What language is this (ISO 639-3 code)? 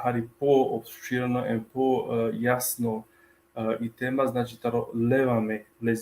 rmn